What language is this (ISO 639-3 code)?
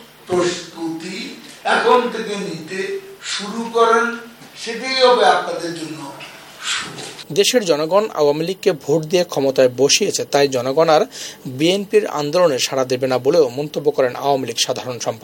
ben